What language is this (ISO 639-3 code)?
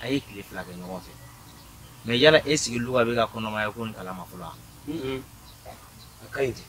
bam